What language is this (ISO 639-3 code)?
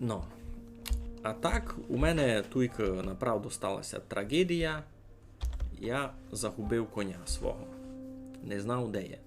rue